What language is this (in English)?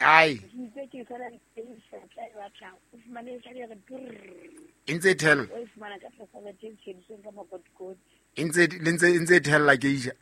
Southern Sotho